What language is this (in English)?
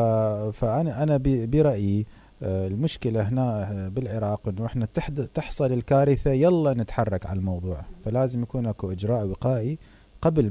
Mesopotamian Arabic